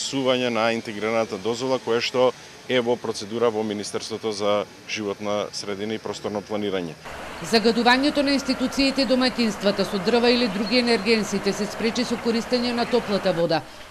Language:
Macedonian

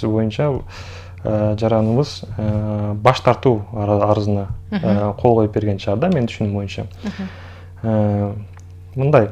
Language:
Kyrgyz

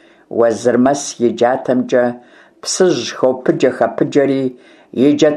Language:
Kabardian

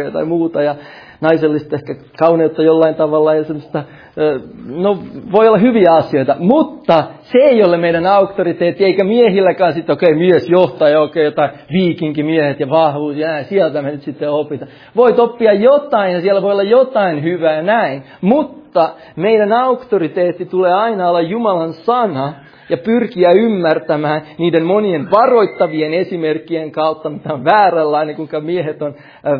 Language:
Finnish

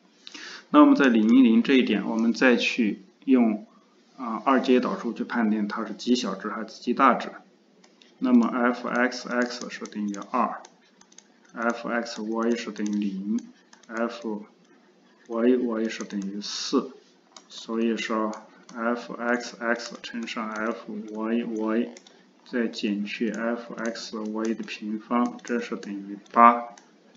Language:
Chinese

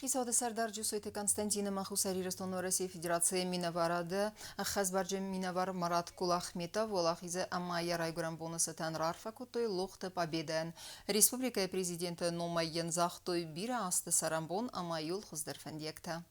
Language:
Ossetic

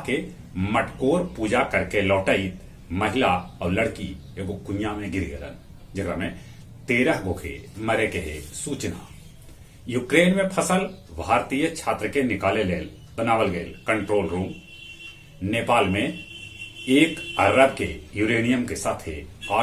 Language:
Magahi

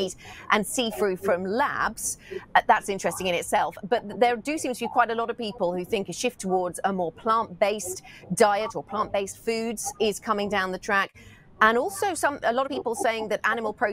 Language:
English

